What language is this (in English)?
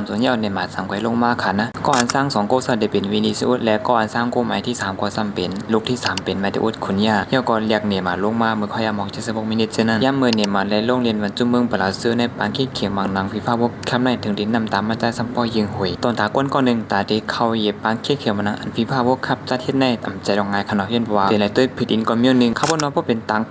Shan